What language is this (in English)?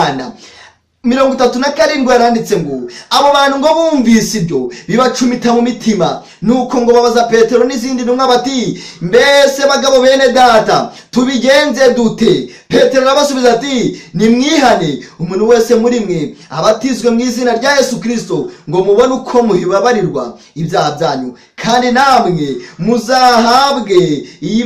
Kinyarwanda